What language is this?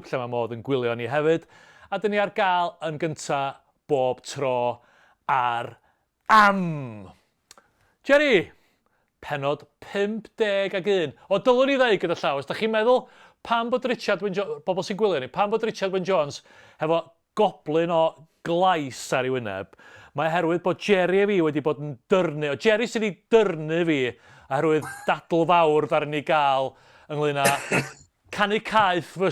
Welsh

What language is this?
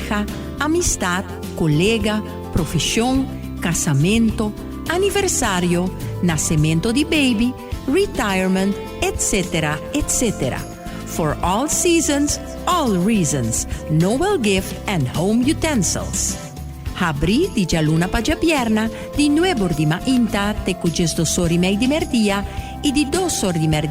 Papiamento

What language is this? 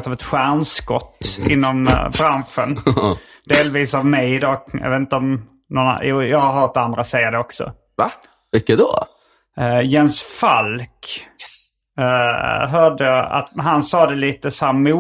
Swedish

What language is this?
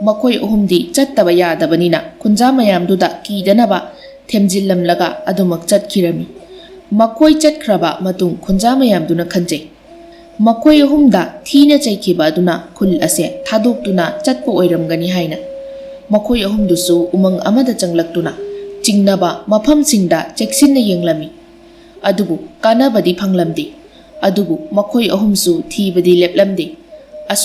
Manipuri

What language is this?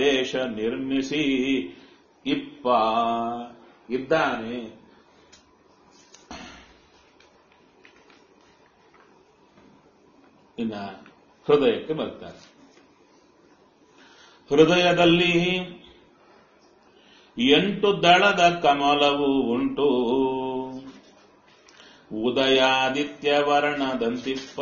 Kannada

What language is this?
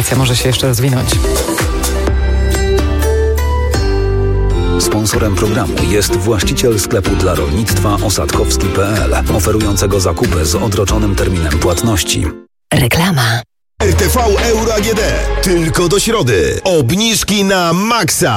Polish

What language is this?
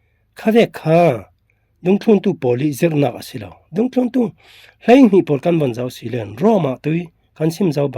Falam Chin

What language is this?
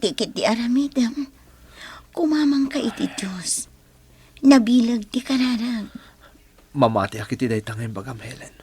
Iloko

